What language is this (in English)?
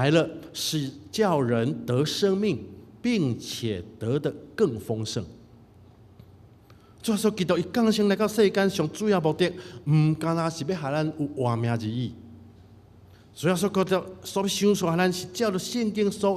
Min Nan Chinese